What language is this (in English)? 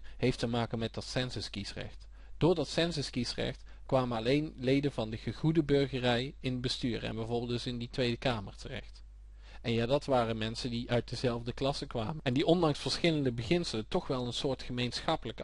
Dutch